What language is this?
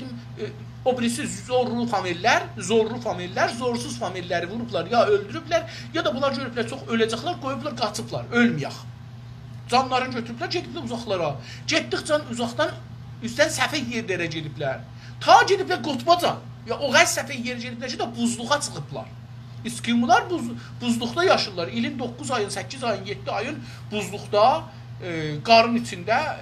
South Azerbaijani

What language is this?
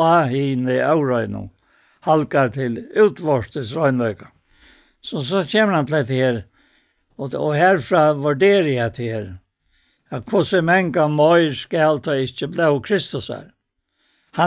Faroese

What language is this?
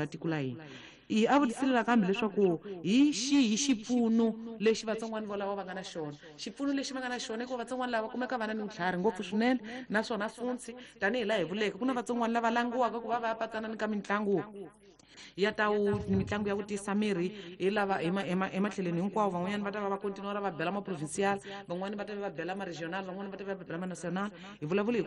Tsonga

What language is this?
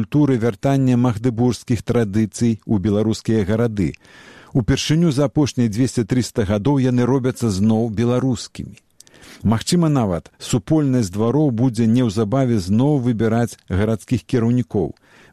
Belarusian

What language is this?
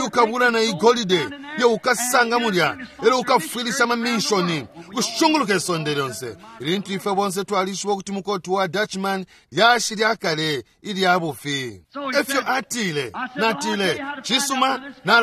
Bemba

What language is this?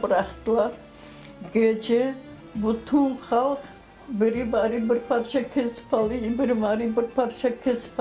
Crimean Tatar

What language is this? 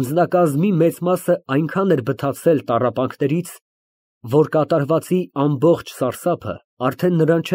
Armenian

